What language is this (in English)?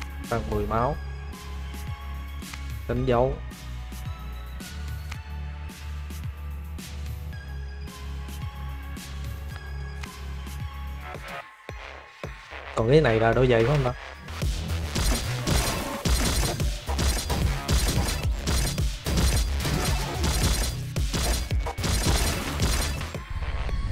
Vietnamese